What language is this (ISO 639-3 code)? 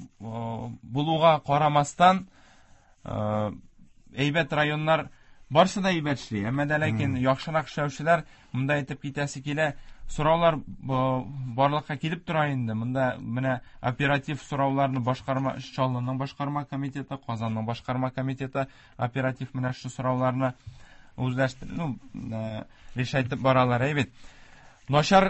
tat